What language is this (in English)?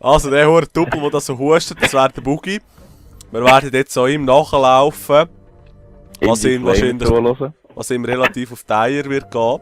Swiss German